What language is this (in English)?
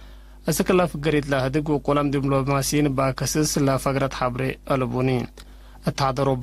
Tigre